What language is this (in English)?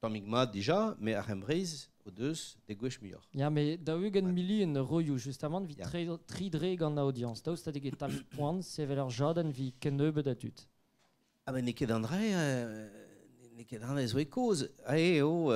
Breton